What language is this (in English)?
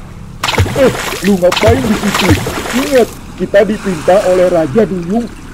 Betawi